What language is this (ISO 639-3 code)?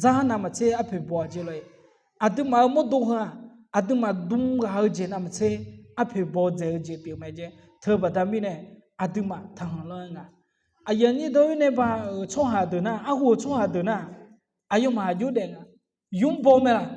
ahk